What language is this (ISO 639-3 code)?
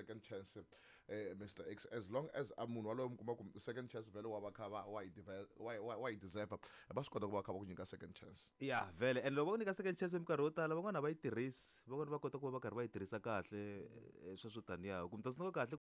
tso